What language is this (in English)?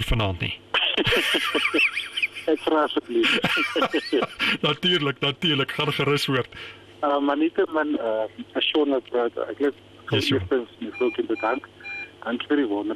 Afrikaans